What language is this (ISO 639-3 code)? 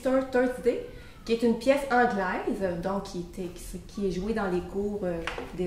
fra